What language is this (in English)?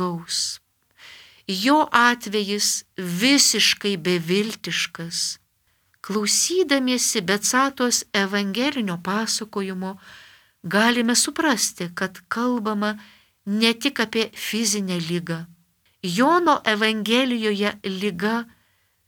Lithuanian